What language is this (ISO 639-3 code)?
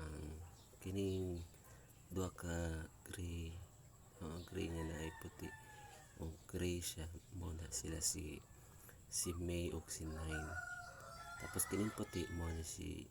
ceb